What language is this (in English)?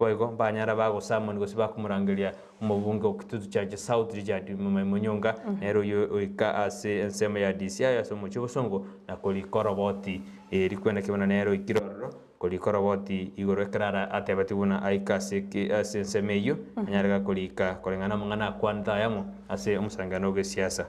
Gusii